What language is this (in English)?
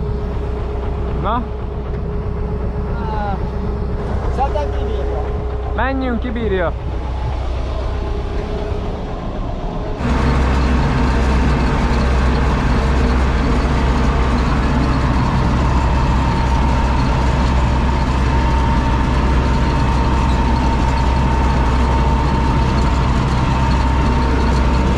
Hungarian